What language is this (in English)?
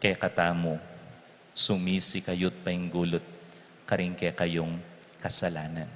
Pampanga